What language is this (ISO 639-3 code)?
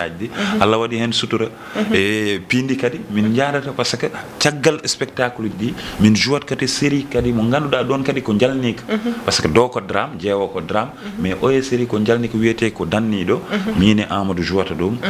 ful